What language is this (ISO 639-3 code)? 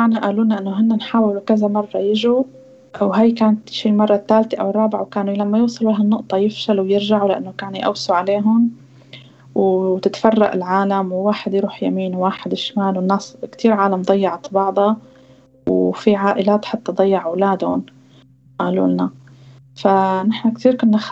apc